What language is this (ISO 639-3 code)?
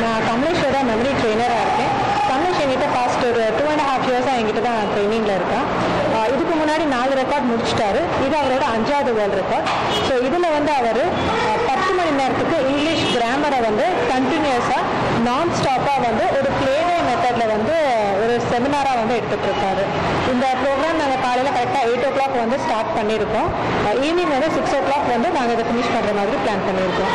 tam